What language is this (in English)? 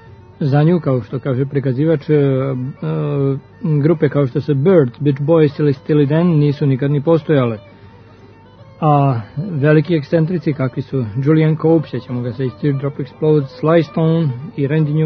Serbian